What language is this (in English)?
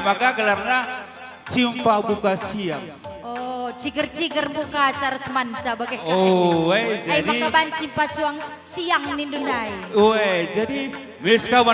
Batak Karo